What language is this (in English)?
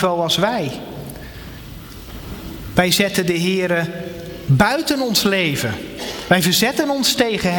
Dutch